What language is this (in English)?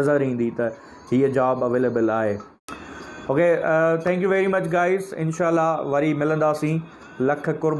Sindhi